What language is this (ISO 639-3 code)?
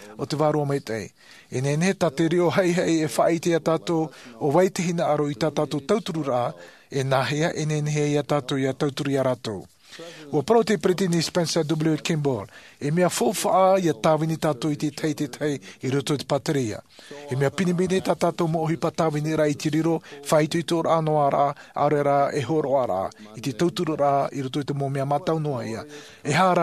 tah